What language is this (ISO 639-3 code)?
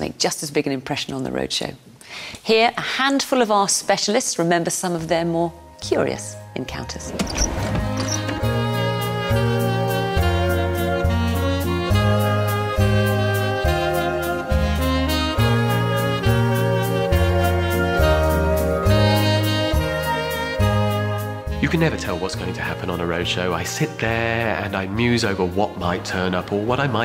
eng